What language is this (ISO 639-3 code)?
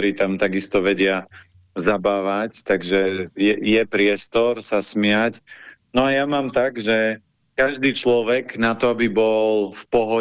slk